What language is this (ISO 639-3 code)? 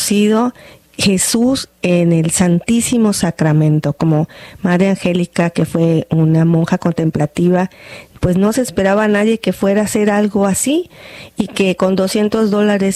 spa